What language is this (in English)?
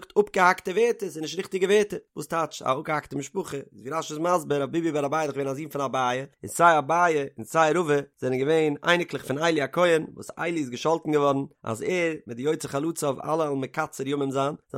Yiddish